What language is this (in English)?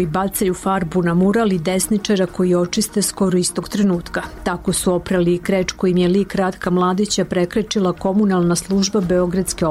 Serbian